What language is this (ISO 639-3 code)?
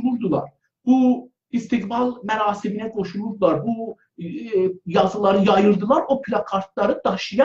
azb